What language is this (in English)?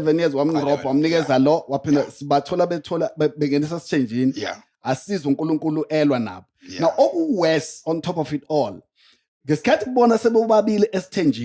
Zulu